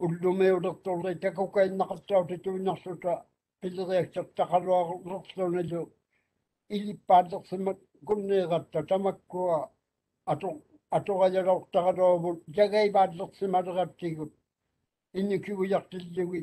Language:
Māori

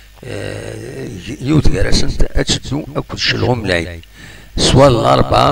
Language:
Kabyle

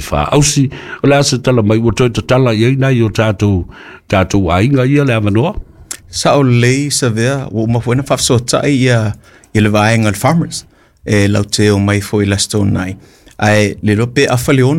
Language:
Samoan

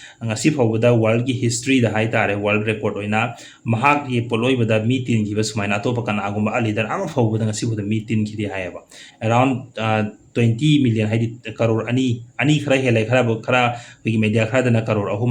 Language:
Manipuri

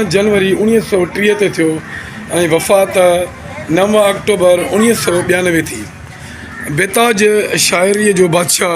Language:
Sindhi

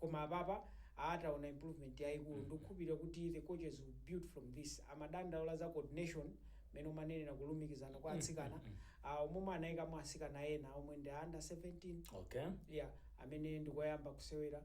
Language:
Nyanja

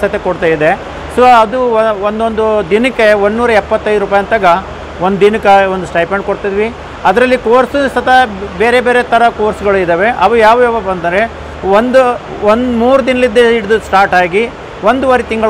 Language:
Kannada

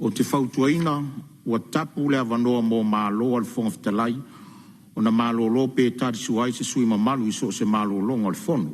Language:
Samoan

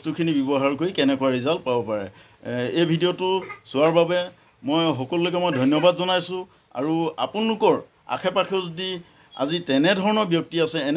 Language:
Assamese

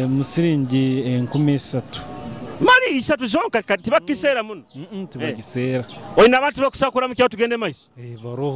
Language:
Nyoro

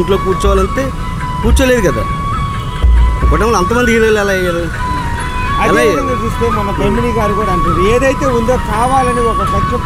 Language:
Telugu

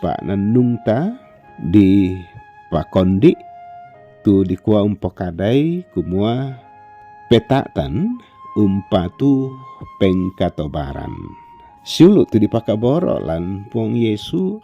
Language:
Toraja-Sa'dan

